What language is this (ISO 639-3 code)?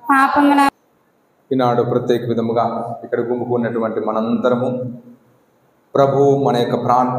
tel